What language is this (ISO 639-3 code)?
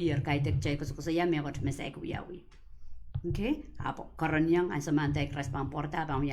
pon